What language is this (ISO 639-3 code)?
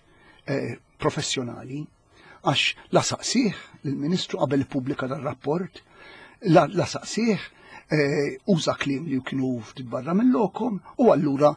mlt